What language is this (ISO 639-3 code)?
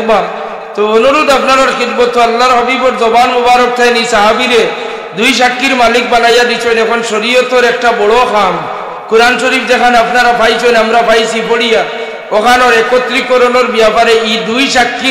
syl